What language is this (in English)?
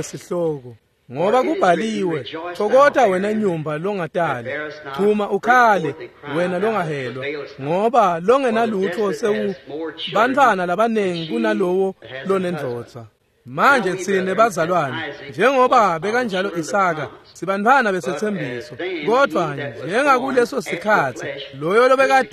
Swati